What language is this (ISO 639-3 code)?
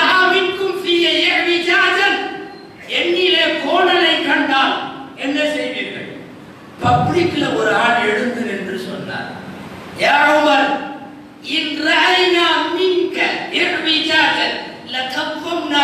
tam